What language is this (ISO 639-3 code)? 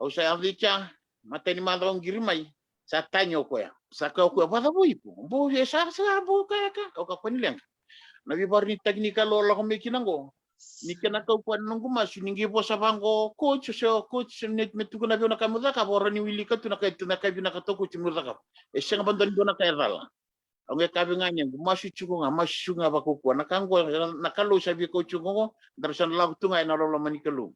fij